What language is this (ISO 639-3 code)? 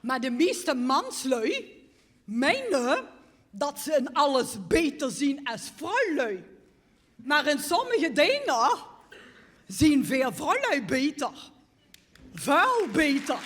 lim